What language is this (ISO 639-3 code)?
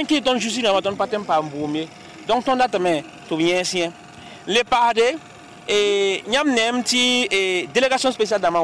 mos